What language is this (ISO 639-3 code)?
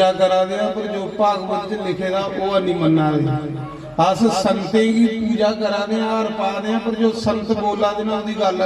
doi